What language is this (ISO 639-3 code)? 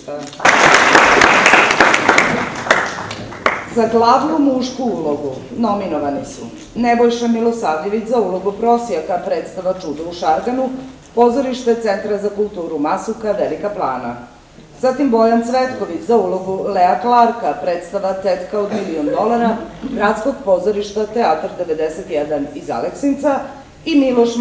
srp